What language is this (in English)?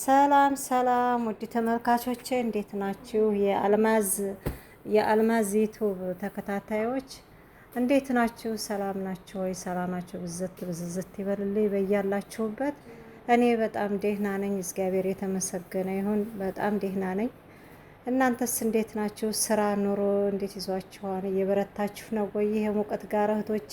Amharic